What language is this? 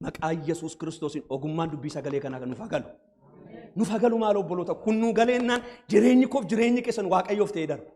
Oromo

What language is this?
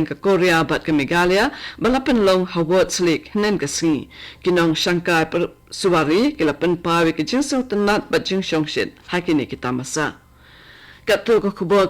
Khasi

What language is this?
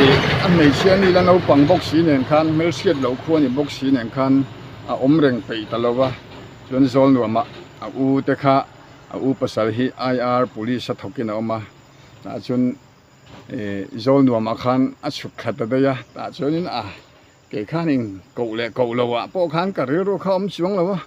Mizo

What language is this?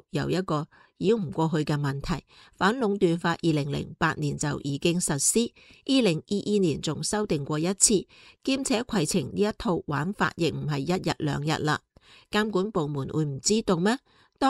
Cantonese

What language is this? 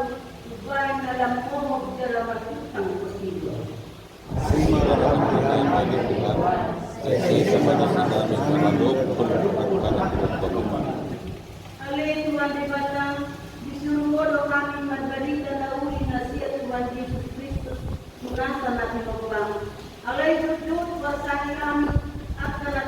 Batak Toba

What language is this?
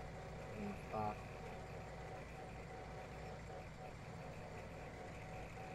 Polish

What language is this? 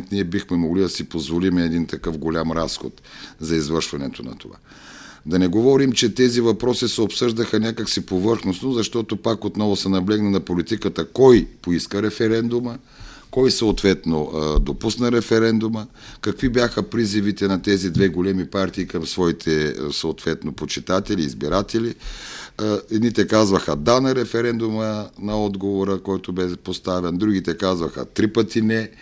Bulgarian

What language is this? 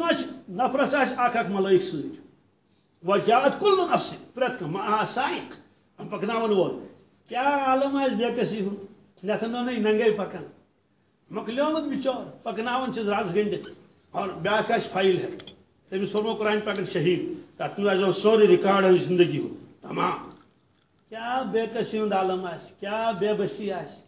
Kashmiri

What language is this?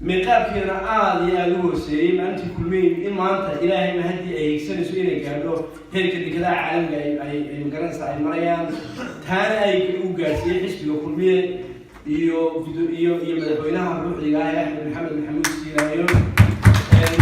Somali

